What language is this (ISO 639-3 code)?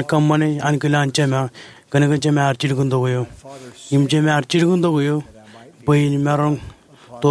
mah